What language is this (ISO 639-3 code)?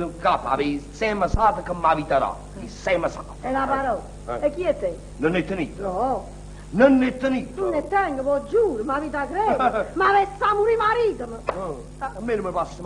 nap